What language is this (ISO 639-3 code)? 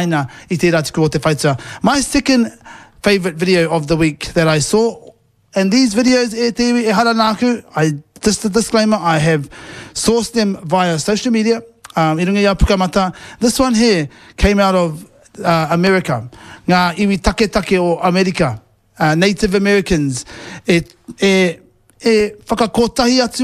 mri